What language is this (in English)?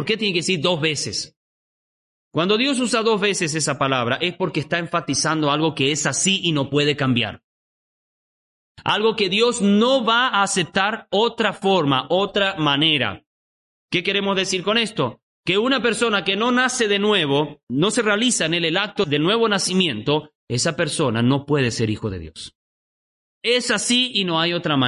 Spanish